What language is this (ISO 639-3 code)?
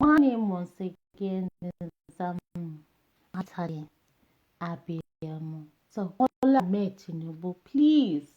yor